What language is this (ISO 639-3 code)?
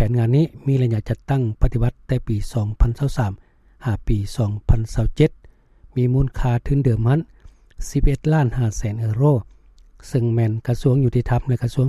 lao